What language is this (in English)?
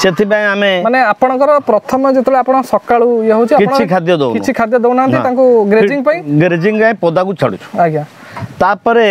Odia